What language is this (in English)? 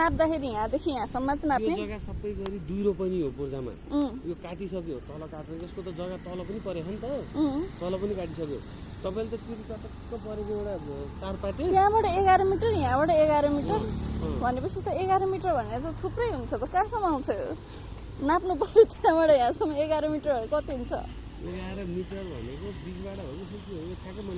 Nepali